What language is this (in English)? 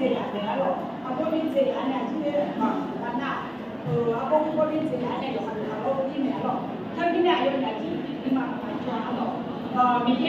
Akha